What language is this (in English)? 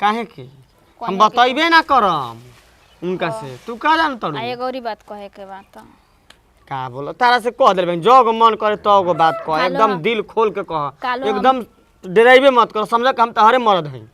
Bhojpuri